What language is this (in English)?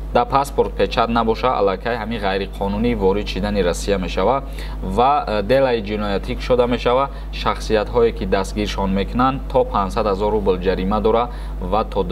Tajik